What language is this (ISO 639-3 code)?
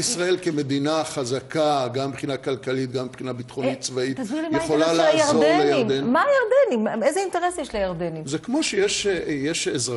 heb